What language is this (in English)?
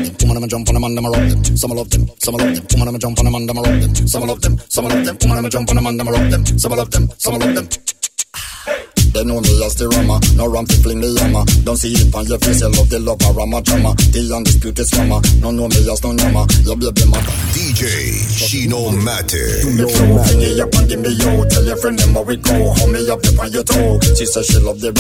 Spanish